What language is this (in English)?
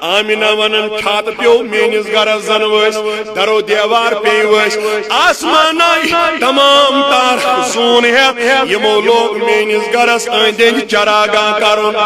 Kashmiri